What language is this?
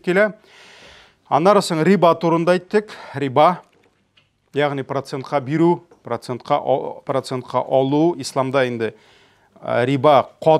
Tatar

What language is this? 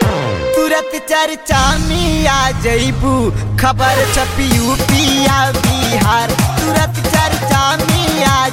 Bhojpuri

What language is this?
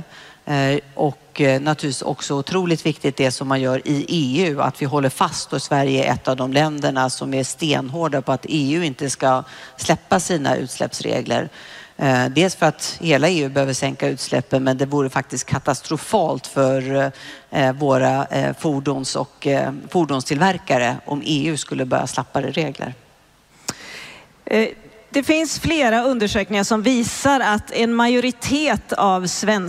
Swedish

